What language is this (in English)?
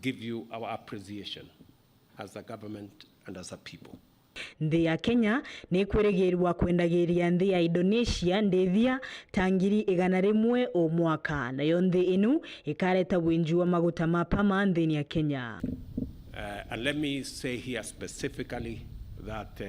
Meru